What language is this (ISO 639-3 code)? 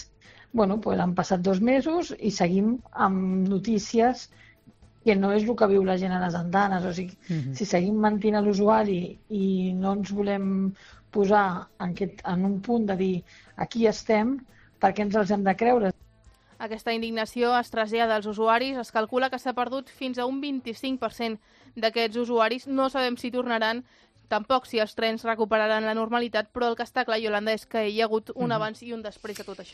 cat